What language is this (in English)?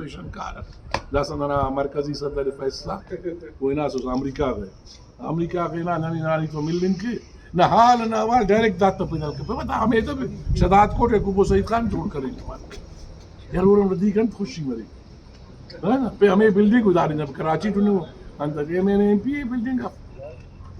Brahui